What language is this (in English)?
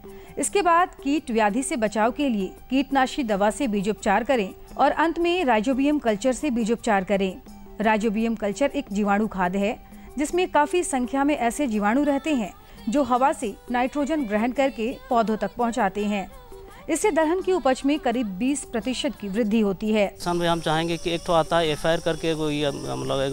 Hindi